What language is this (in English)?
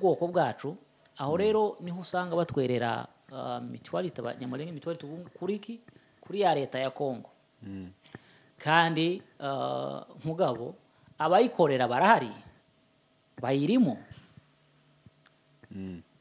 Kinyarwanda